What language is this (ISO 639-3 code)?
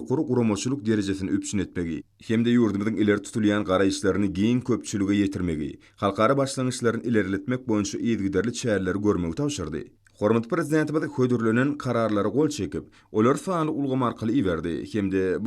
tuk